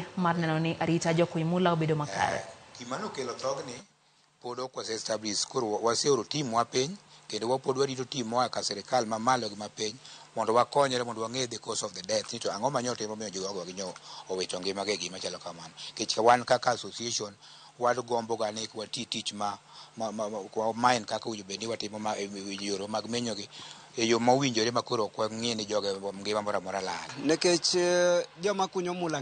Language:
Luo (Kenya and Tanzania)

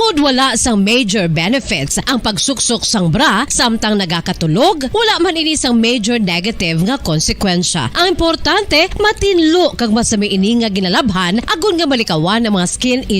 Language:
Hiligaynon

